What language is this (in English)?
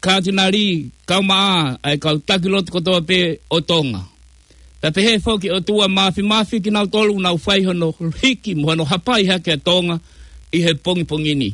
Tongan